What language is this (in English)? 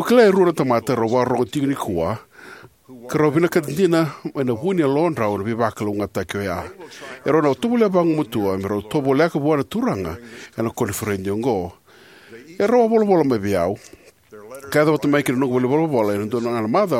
Fijian